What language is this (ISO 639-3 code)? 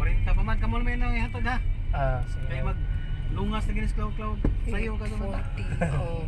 ceb